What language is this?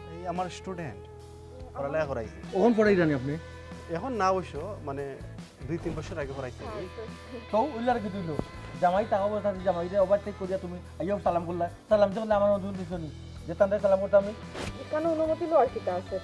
Sylheti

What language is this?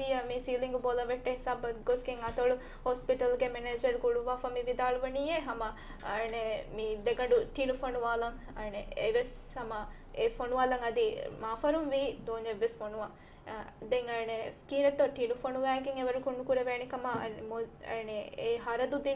Divehi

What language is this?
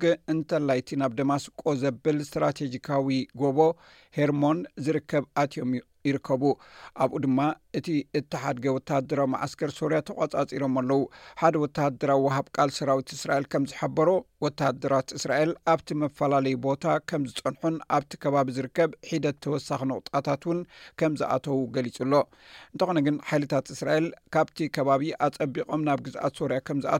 Tigrinya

